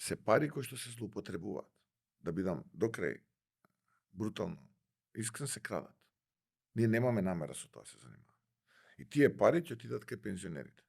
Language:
Macedonian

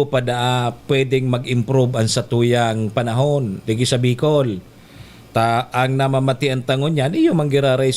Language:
Bikol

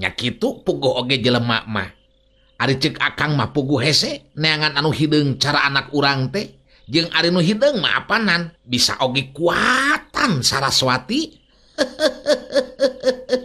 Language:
Sundanese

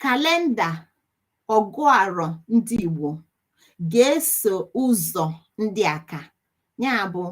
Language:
Igbo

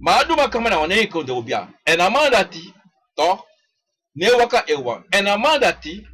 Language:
Sranan Tongo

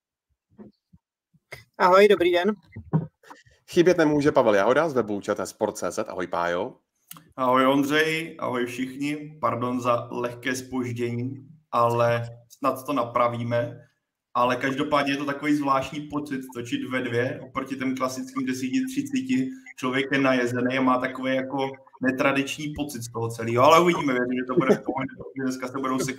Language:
Czech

